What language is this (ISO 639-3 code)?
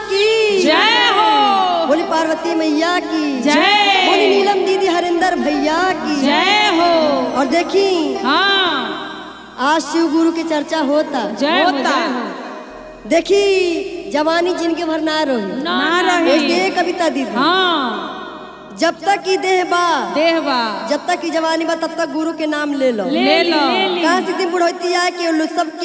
bho